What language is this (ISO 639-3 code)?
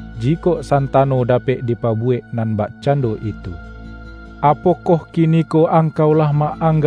min